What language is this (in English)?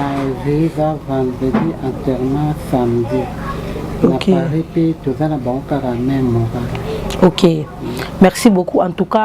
Lingala